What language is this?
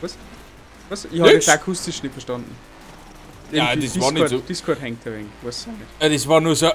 Bavarian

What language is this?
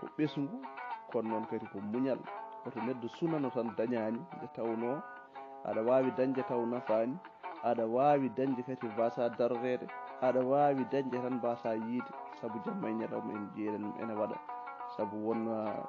Fula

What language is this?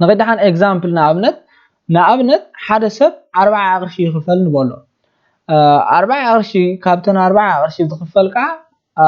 Tigrinya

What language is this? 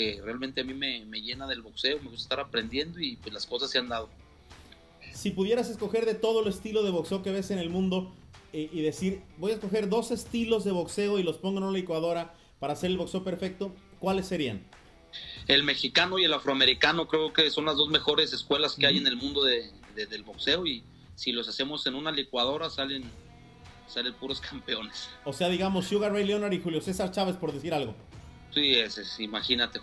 Spanish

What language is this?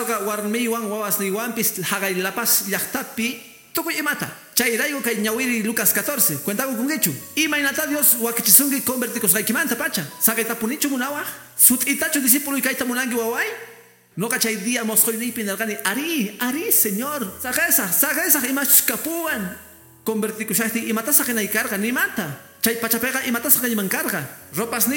Quechua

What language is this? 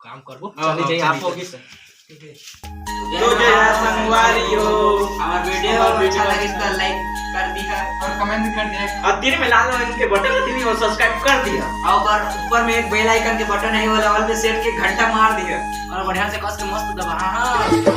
Chhattisgarhi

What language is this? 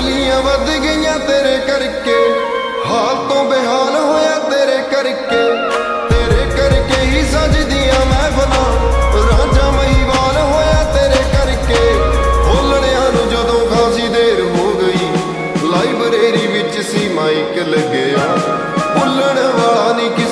Punjabi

